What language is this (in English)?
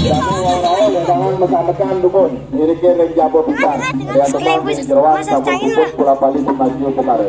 Balinese